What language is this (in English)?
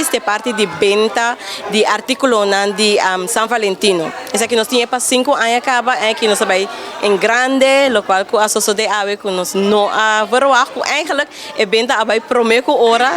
Papiamento